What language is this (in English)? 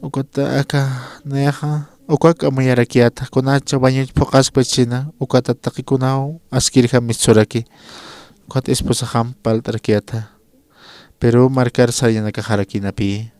Aymara